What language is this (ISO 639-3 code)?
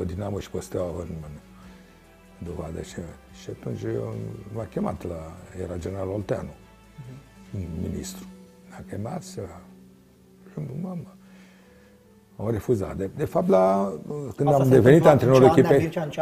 ron